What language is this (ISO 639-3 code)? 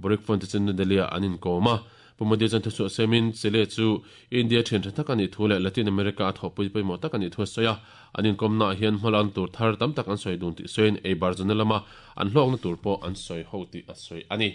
lus